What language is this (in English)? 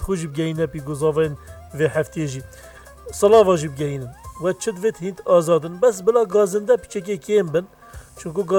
Kurdish